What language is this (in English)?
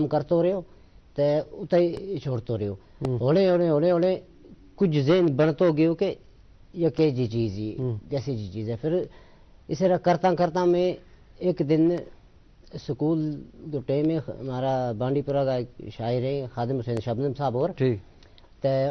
Gujari